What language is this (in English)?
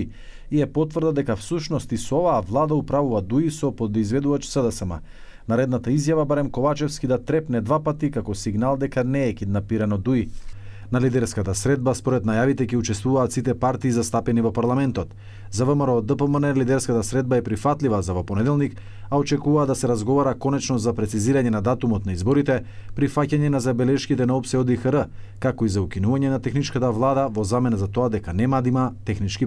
Macedonian